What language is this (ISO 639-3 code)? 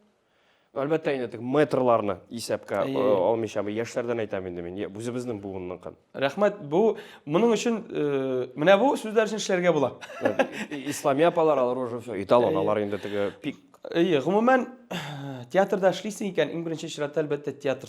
tat